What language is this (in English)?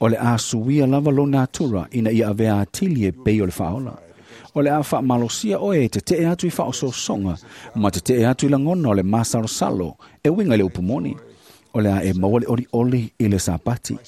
Samoan